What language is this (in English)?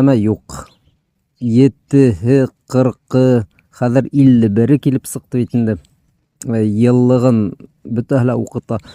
Bashkir